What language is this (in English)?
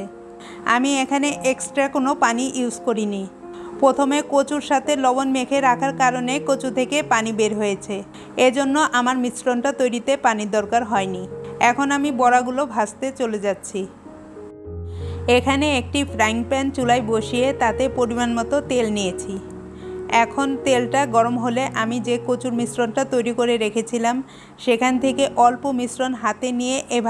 Bangla